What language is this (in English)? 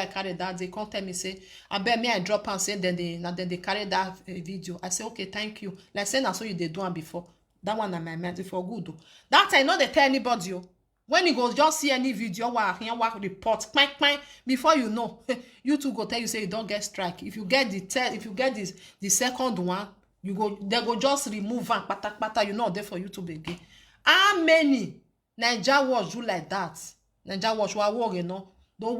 Nigerian Pidgin